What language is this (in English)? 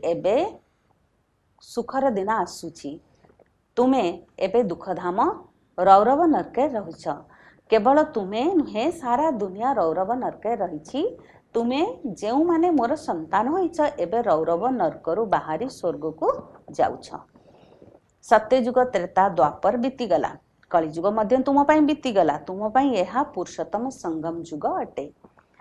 Odia